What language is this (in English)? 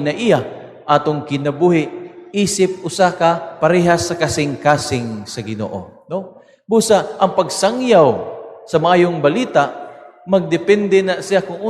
Cebuano